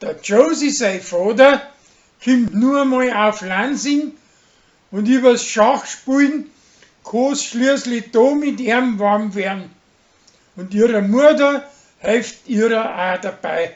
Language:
Bavarian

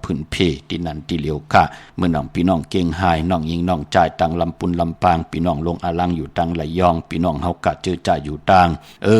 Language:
Shan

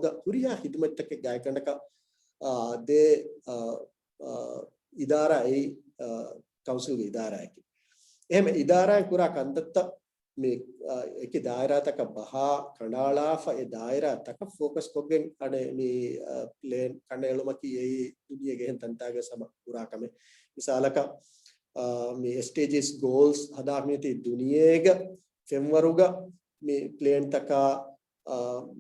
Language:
Divehi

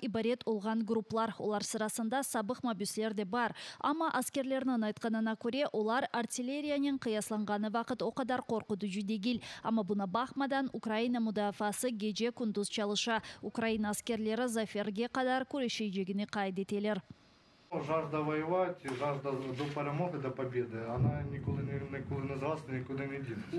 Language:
Crimean Tatar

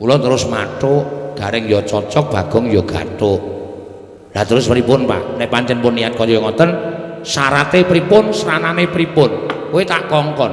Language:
Javanese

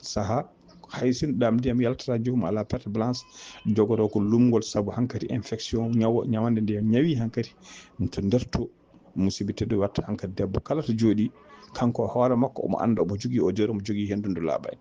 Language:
Fula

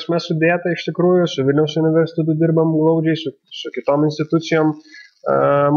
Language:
Lithuanian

